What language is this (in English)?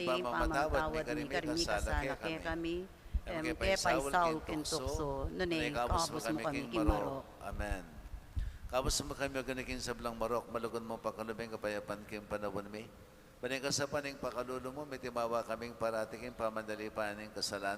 Pampanga